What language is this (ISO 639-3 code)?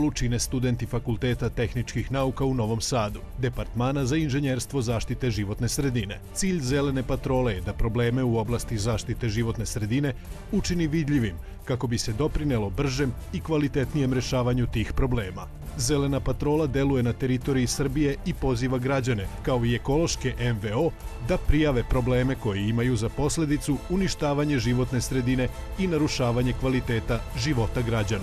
srp